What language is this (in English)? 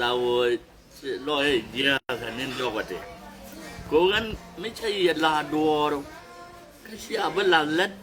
Nuer